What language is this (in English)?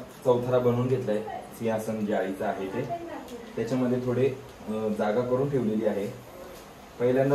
Marathi